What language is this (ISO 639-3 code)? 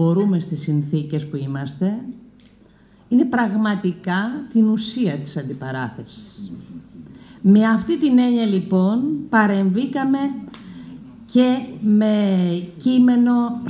ell